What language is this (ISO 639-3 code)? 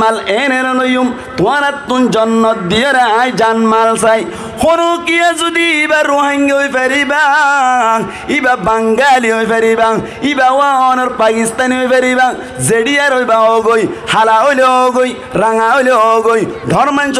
rhg